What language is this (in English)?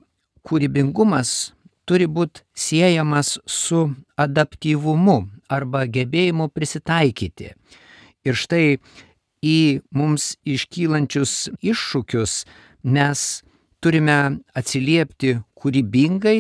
Lithuanian